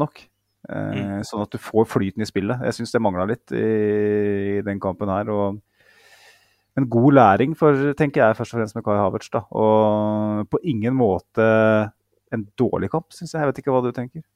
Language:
Norwegian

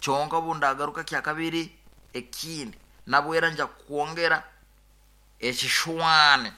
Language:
Nyankole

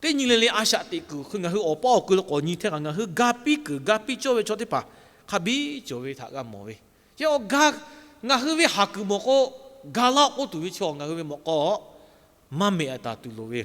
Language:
Lahu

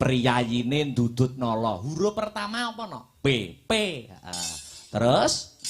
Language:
Javanese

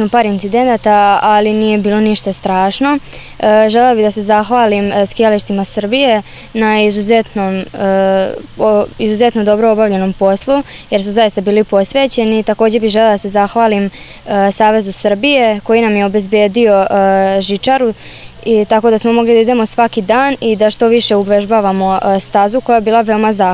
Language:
Serbian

